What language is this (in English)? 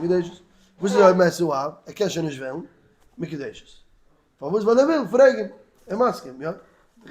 Yiddish